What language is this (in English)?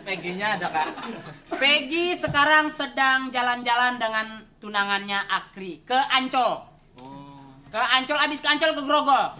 Betawi